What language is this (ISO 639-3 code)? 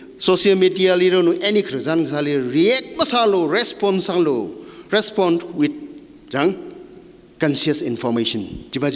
nmf